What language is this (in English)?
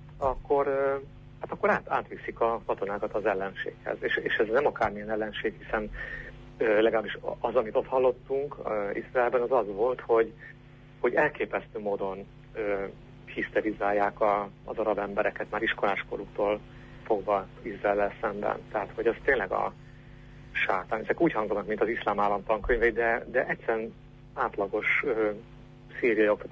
Hungarian